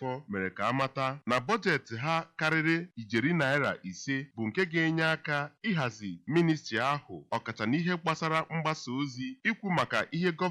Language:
Igbo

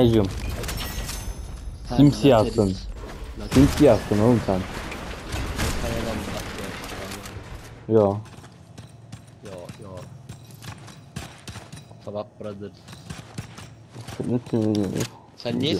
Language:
Turkish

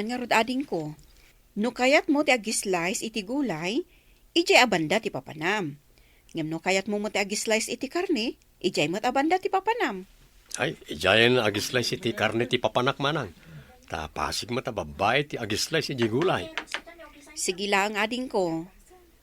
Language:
Iloko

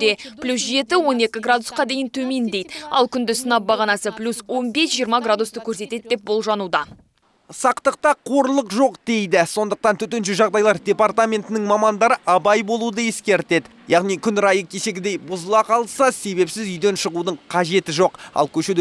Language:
Kazakh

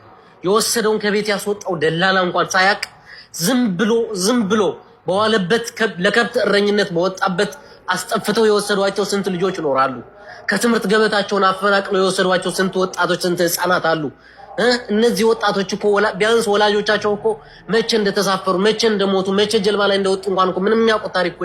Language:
Amharic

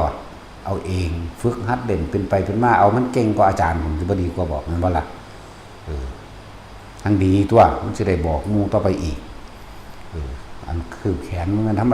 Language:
Northeastern Thai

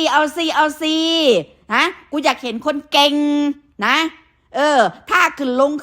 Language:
Northeastern Thai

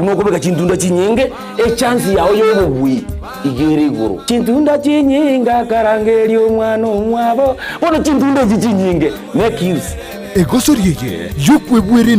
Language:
Gusii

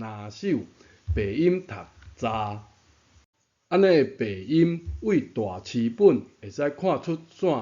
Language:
Min Nan Chinese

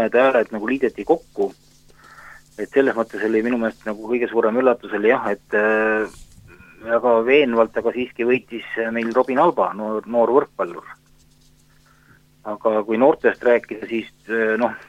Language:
Estonian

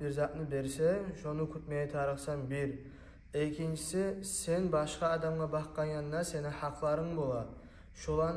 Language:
Kumyk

